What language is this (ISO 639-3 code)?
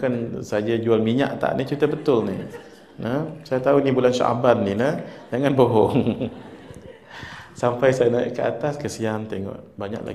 msa